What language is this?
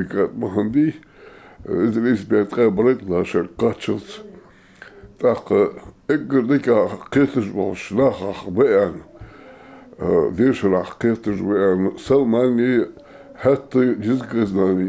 Ingush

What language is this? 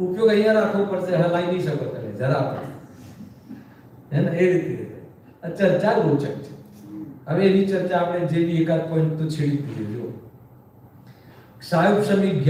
Gujarati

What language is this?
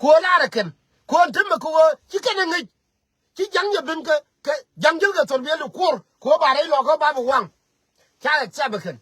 Nuer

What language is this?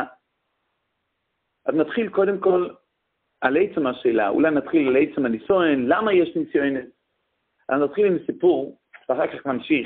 Hebrew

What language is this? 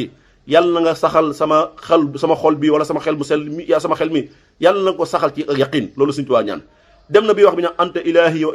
Wolof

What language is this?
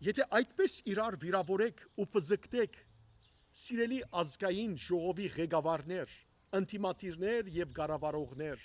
Western Armenian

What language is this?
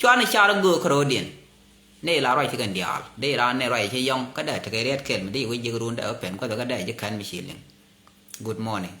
Nuer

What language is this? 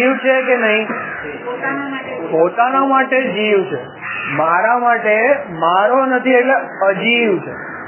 Gujarati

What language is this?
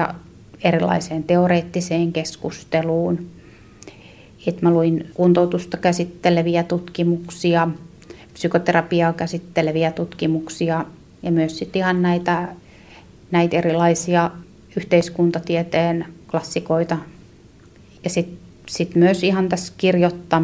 Finnish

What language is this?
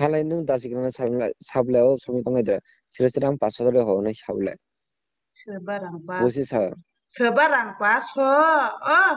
Kok Borok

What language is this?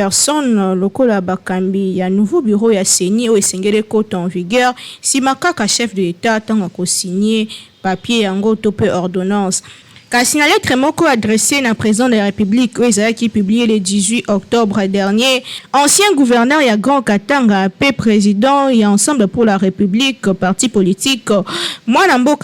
Lingala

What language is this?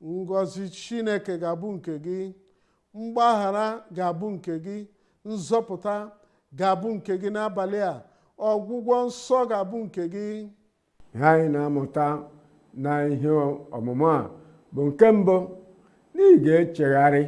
Igbo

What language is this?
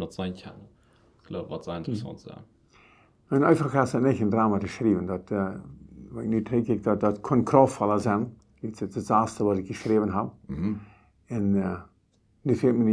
Plautdietsch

